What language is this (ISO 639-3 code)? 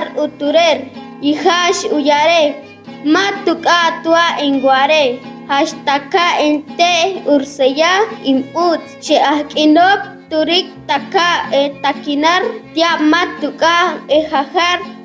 caa